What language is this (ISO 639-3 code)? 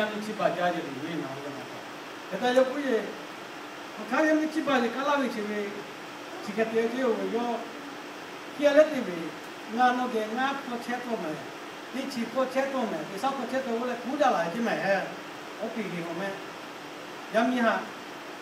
lhu